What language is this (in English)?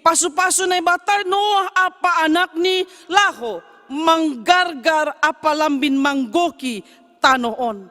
Batak Simalungun